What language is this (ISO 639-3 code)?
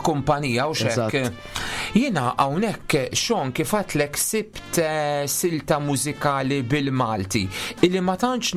mlt